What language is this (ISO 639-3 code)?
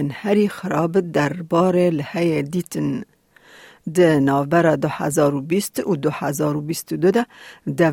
kur